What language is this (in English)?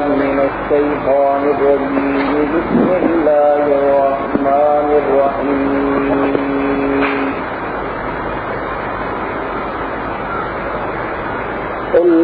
Urdu